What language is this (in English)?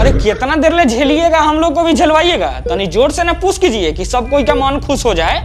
Magahi